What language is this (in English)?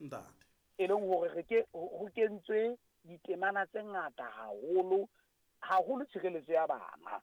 Southern Sotho